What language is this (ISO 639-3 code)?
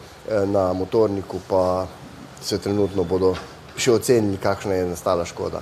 slv